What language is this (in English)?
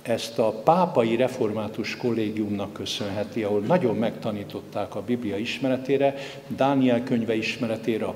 Hungarian